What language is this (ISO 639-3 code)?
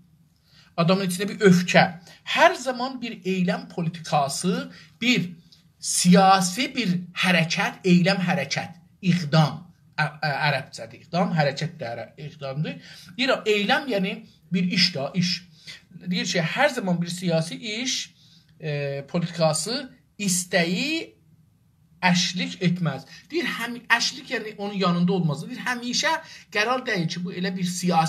azb